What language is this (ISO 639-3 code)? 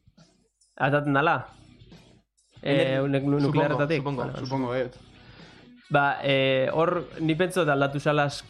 eus